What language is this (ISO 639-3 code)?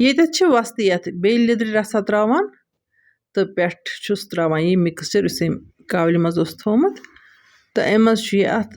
kas